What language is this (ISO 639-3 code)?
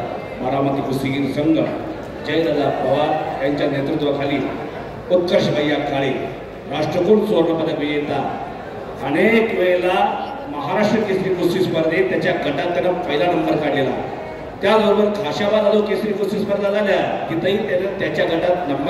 mar